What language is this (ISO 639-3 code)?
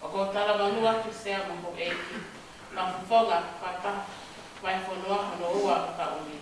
ton